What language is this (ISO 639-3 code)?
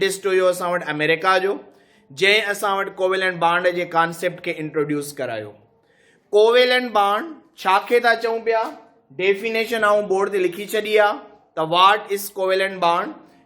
snd